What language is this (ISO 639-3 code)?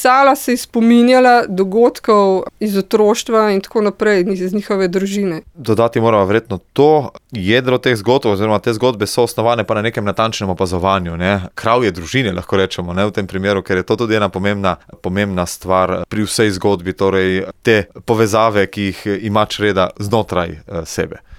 slv